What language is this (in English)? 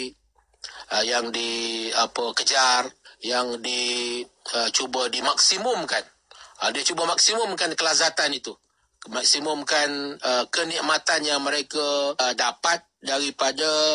Malay